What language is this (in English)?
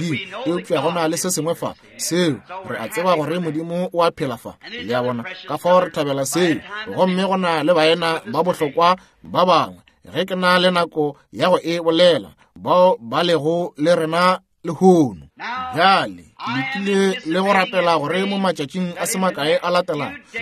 Northern Sotho